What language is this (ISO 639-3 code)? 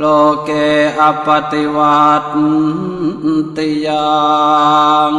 pli